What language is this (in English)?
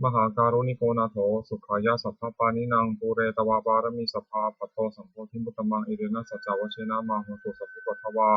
Pali